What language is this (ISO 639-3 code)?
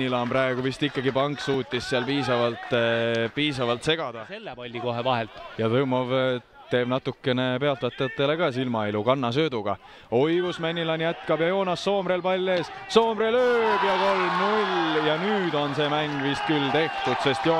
est